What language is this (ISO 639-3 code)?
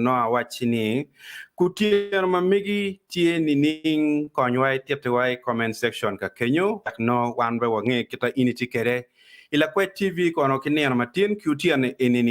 ach